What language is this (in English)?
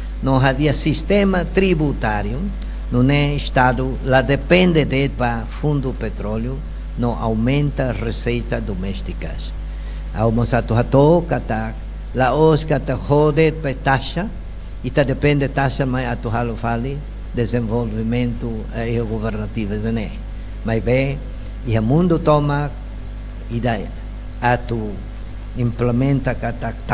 Tetum